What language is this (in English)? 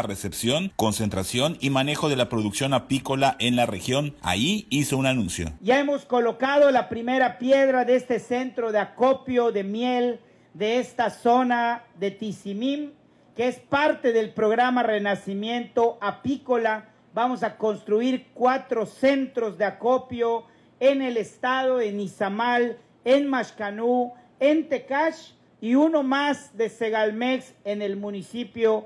Spanish